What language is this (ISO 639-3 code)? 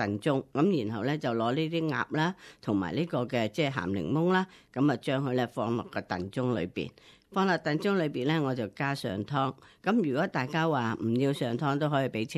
yue